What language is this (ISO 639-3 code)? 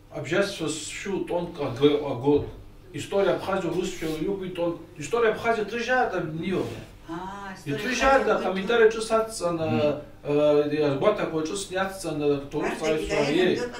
abk